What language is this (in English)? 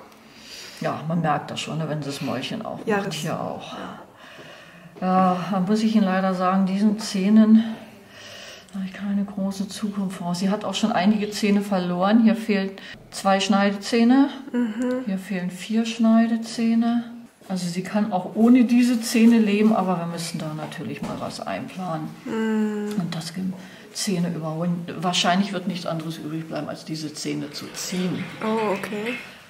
German